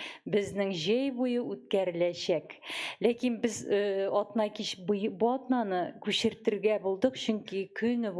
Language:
Tatar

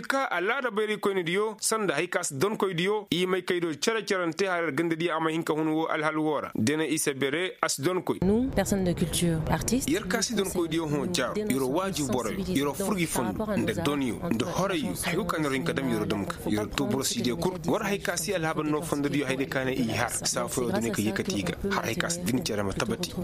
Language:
Koyraboro Senni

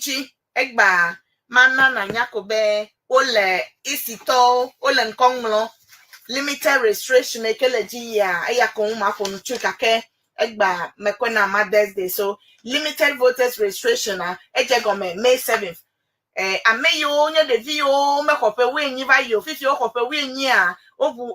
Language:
Ewe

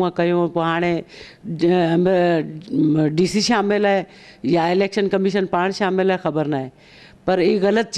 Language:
Sindhi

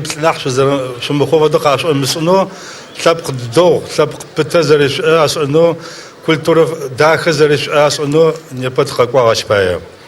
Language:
Adyghe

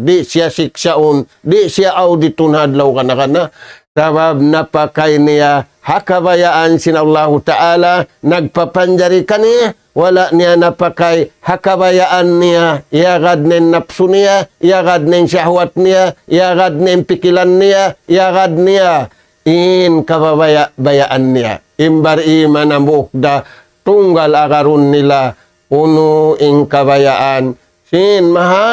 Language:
Tausug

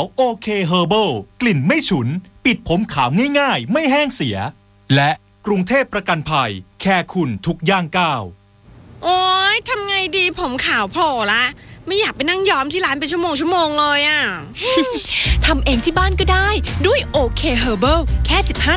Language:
Thai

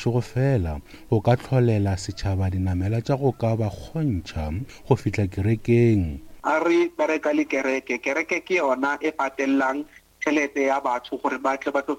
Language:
Northern Sotho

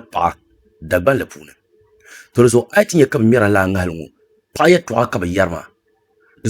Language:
Dagbani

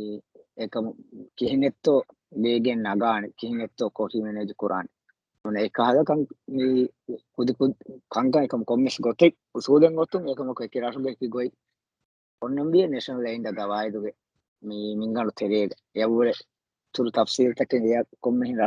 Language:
Divehi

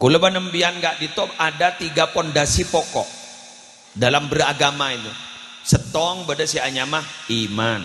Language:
Madurese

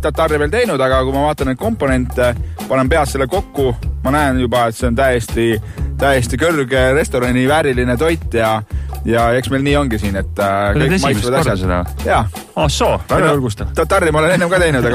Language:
Estonian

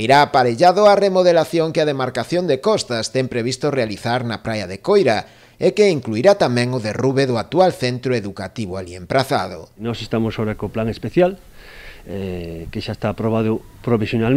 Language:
Galician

